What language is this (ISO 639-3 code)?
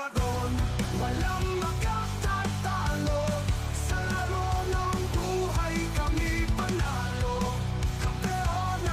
bik